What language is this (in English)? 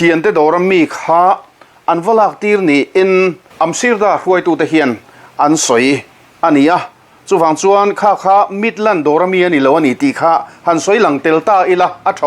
Mizo